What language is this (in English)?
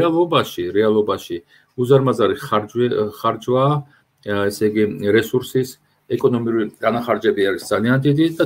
Georgian